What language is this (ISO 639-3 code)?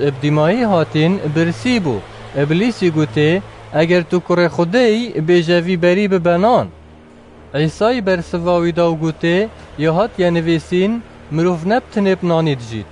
kur